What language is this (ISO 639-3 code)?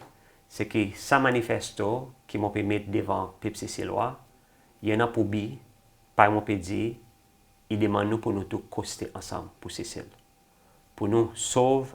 crs